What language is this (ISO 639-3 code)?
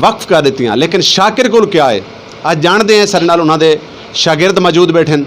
skr